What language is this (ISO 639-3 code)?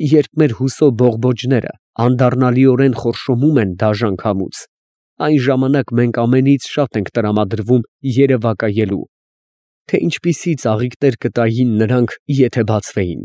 hye